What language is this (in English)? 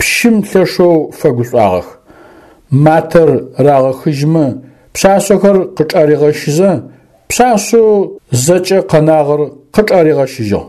Adyghe